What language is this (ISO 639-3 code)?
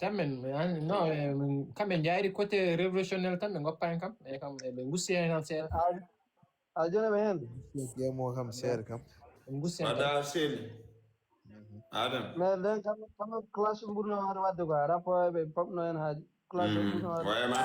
ful